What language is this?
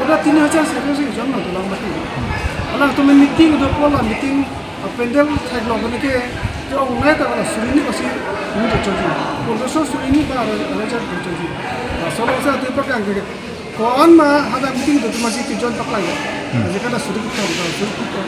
Karbi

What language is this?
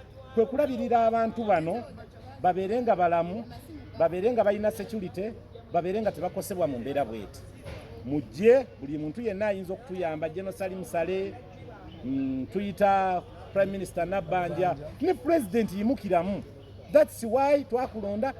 Ganda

